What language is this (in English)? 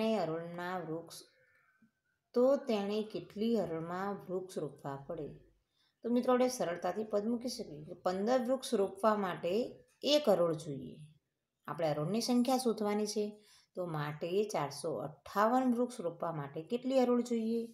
Gujarati